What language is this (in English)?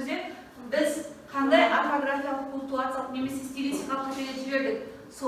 Kazakh